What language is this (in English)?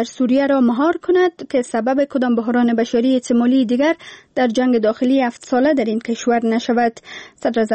Persian